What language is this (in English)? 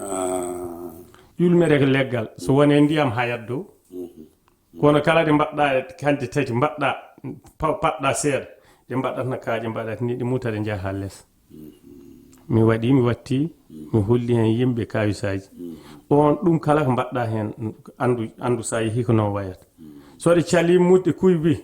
Fula